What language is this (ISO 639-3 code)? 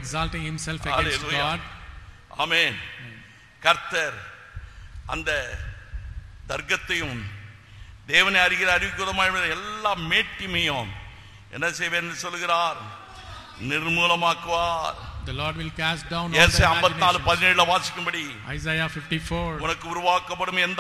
tam